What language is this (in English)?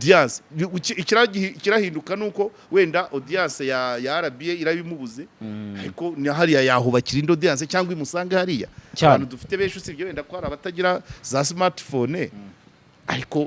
Kinyarwanda